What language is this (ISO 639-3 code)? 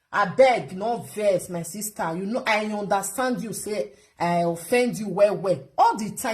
pcm